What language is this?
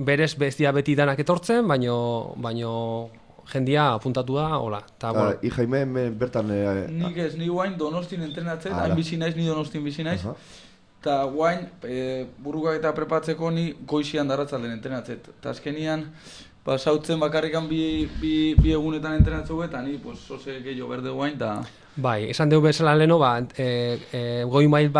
Basque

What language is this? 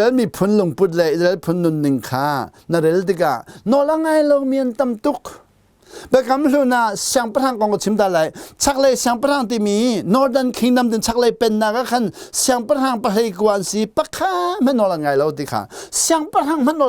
Hakha Chin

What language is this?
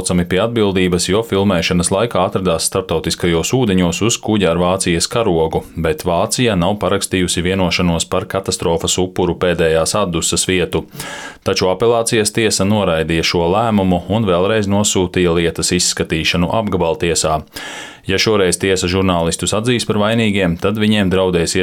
Latvian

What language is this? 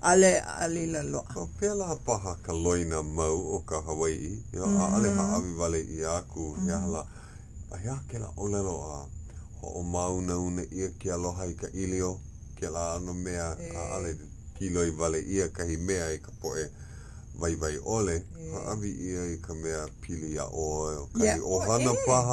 Hawaiian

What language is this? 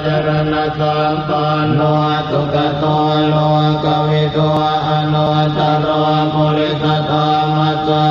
Pali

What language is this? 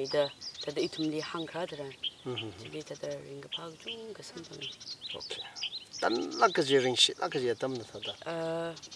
Tangkhul Naga (India)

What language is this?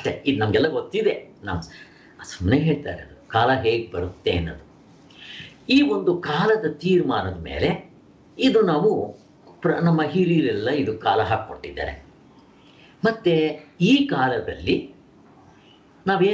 Kannada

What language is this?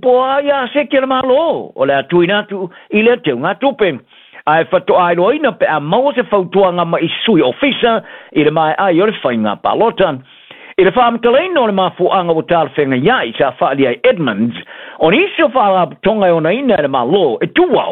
Samoan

